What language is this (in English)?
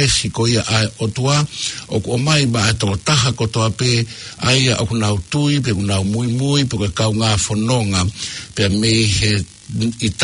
Tongan